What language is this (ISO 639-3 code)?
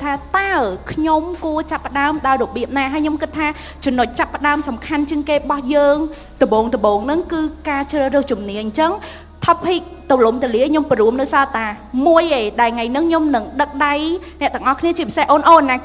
khm